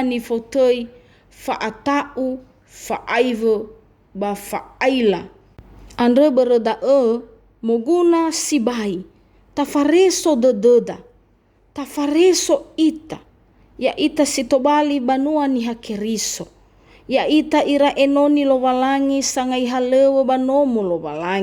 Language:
Nias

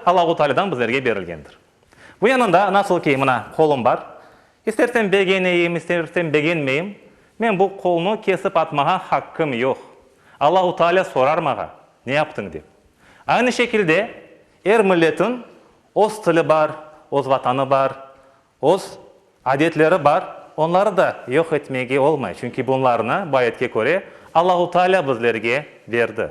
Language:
Crimean Tatar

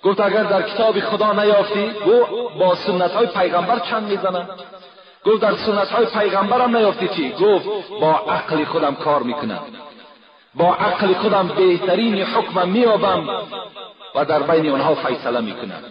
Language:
Tajik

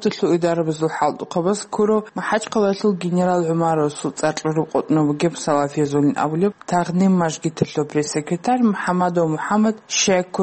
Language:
Avaric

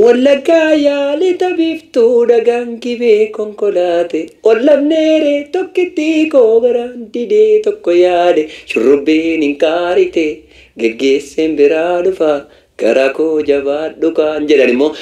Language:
Oromo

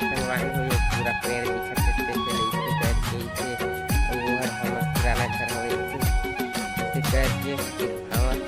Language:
Chhattisgarhi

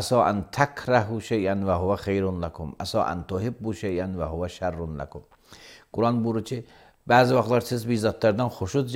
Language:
Azerbaijani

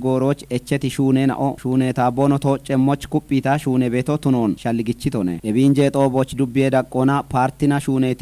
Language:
Kafa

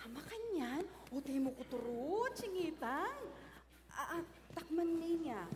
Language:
Pampanga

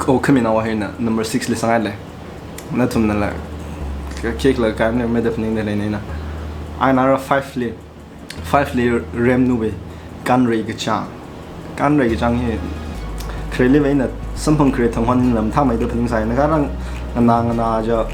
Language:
Tangkhul Naga (India)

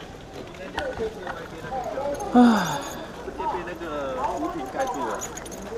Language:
Chinese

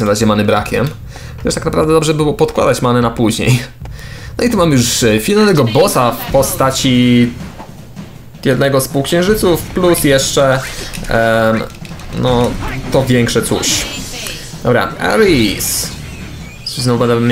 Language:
Polish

